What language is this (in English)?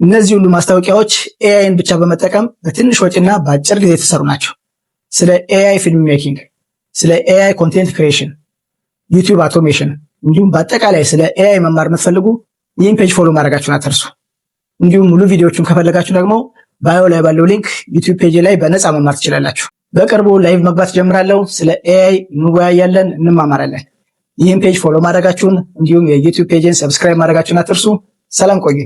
Amharic